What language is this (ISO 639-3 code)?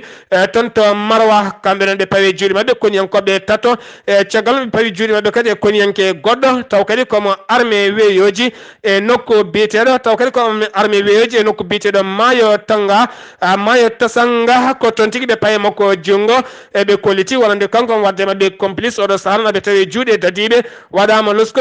ful